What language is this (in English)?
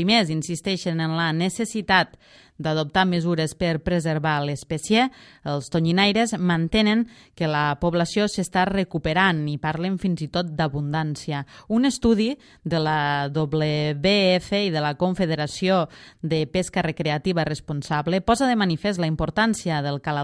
Catalan